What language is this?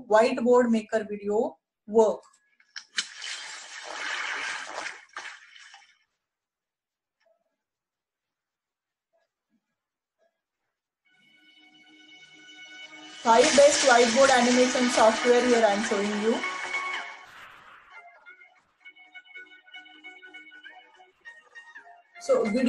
English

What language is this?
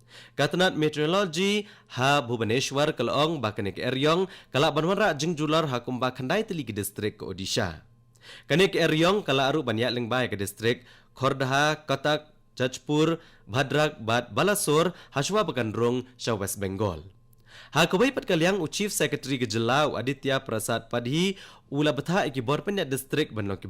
Khasi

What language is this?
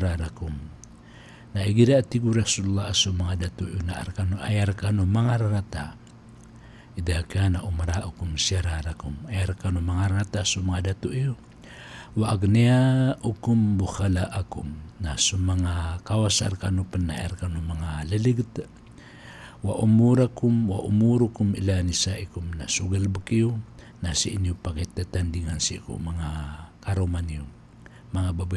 Maranao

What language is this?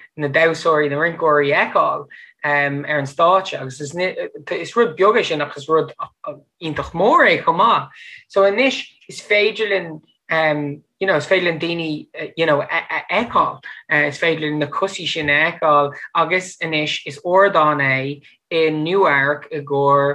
Irish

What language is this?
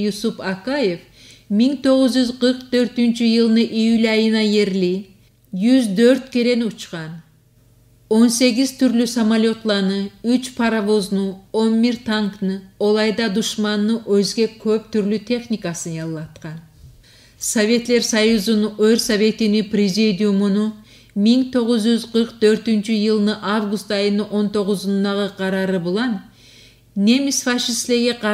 Kumyk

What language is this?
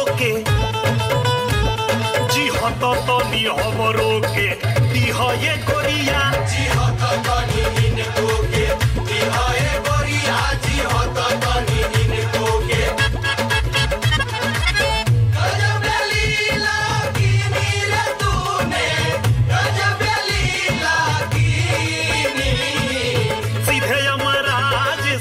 Bhojpuri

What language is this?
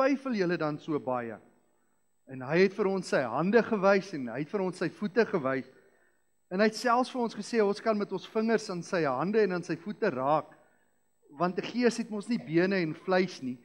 Afrikaans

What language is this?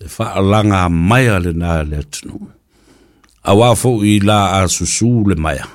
Samoan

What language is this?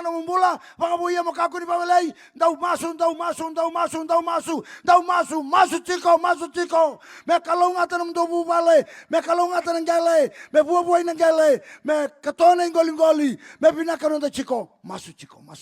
Fijian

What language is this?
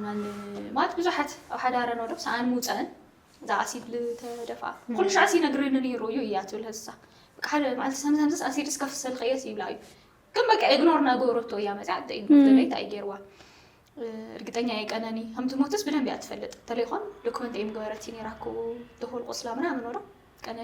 Tigrinya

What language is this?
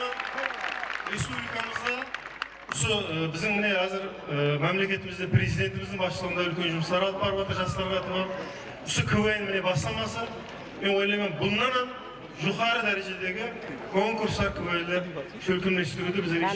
Kara-Kalpak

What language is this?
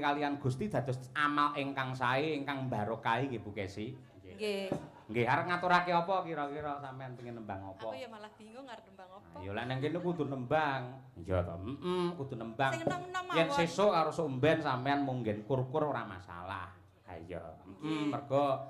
Javanese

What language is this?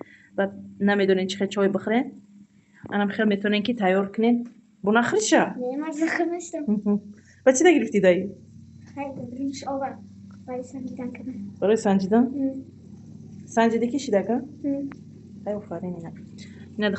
Tajik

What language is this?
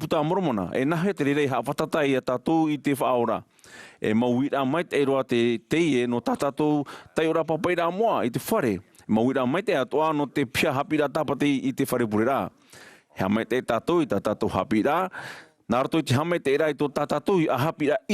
Tahitian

